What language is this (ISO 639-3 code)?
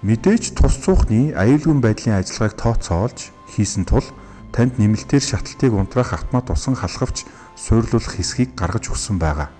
mon